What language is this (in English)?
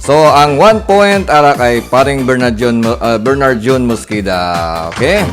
Hiligaynon